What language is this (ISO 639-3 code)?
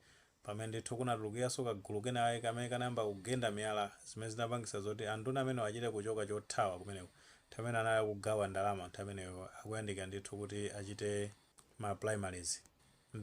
nya